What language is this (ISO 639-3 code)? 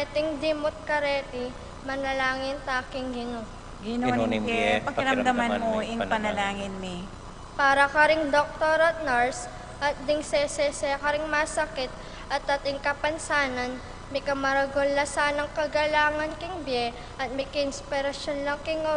pam